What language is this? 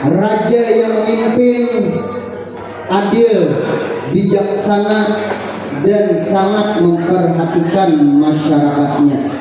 Banjar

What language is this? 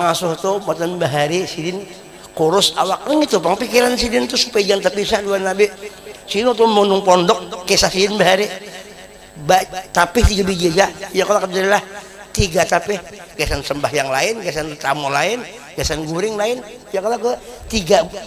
Banjar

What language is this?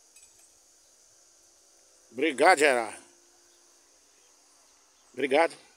Portuguese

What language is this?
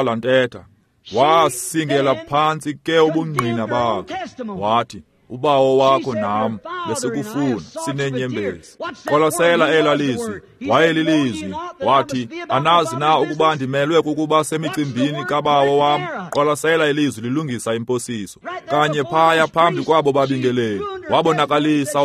Xhosa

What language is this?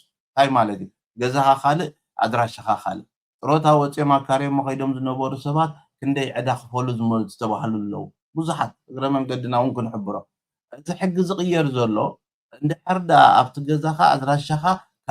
Tigrinya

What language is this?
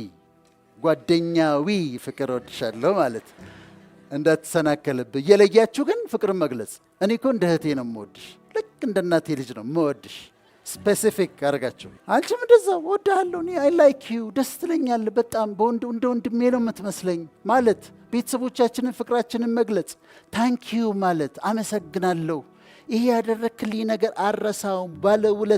Amharic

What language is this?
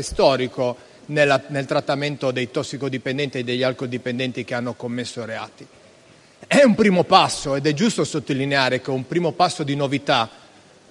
Italian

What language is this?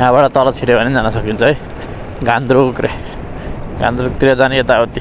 Nepali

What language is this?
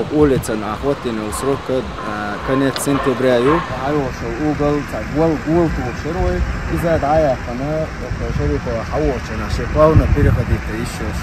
Chechen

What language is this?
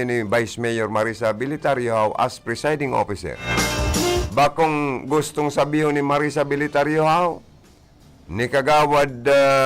Bikol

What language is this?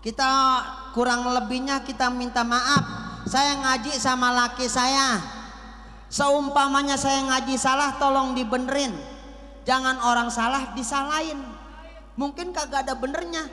Betawi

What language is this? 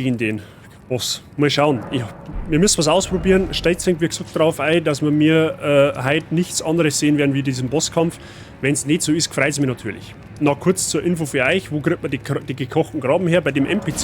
Bavarian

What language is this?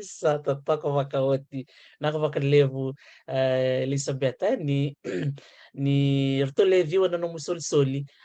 Fijian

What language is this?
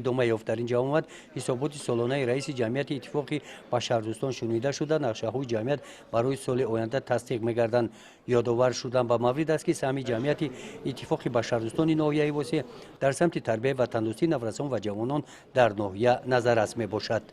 Tajik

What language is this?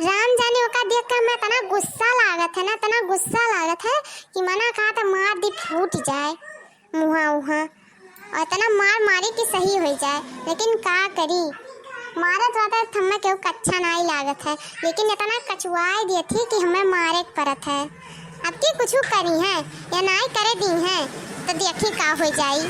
Awadhi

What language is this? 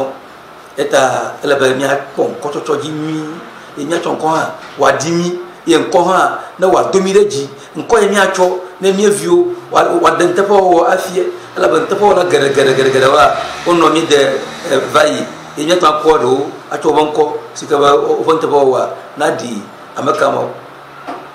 Ewe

